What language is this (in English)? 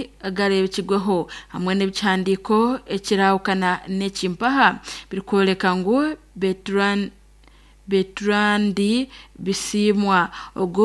Nyankole